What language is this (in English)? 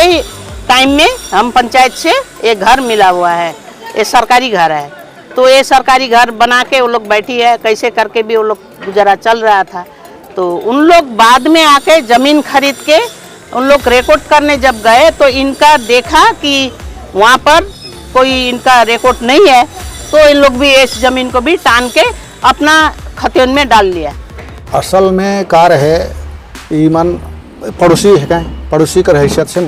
Sadri